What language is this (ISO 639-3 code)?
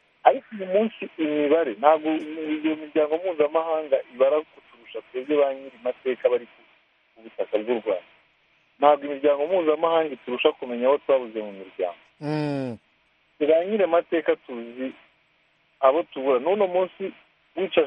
kin